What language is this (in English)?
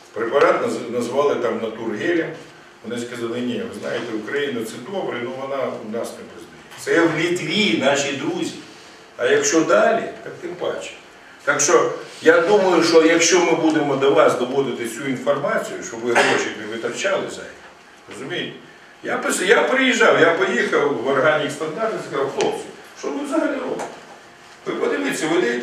Ukrainian